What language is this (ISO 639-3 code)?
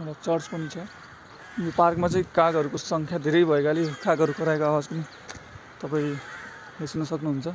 nep